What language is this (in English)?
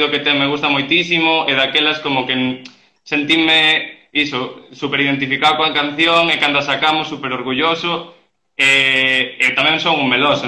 Galician